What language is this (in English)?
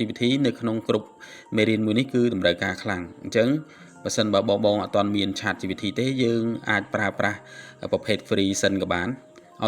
Khmer